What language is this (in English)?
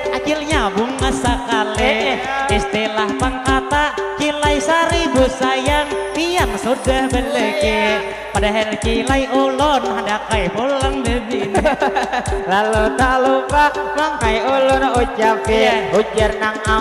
Banjar